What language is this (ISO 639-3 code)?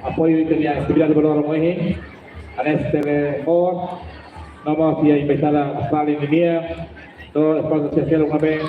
tet